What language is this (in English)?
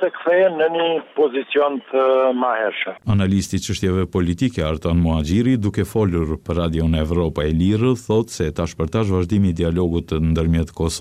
Albanian